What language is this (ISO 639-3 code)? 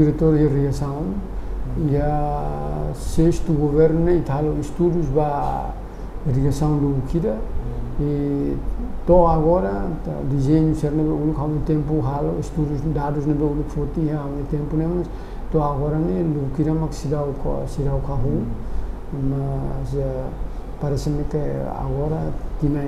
tet